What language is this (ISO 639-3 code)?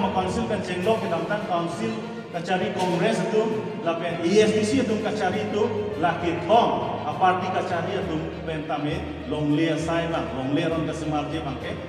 mjw